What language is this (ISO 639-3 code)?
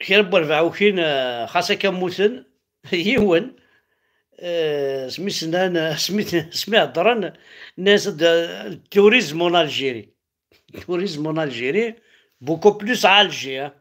kab